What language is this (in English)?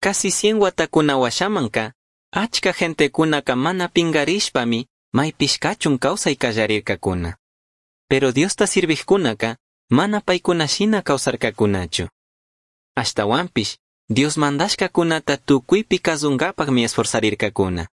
Chimborazo Highland Quichua